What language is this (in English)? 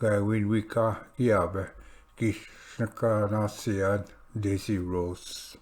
Ojibwa